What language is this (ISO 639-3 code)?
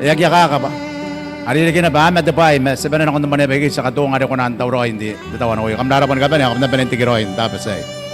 gil